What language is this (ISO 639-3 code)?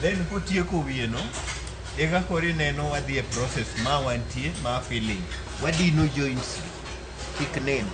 luo